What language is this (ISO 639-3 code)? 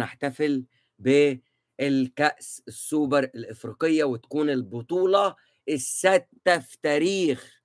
arz